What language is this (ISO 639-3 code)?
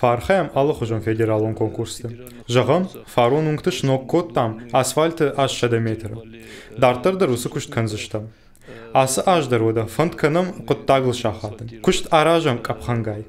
oss